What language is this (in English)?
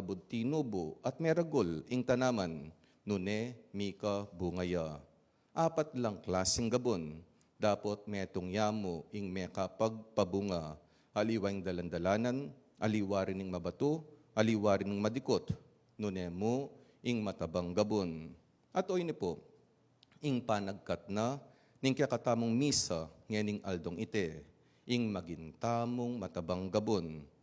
Pampanga